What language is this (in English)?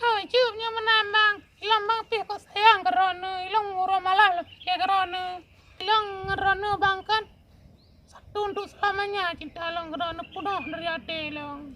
Achinese